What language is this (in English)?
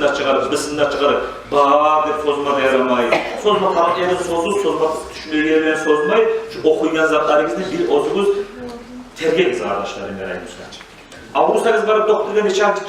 Kumyk